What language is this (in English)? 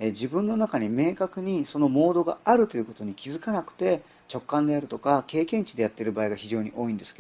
Japanese